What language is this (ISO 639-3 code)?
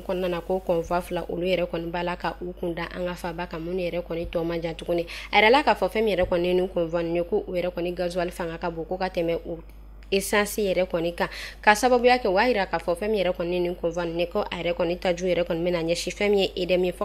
bam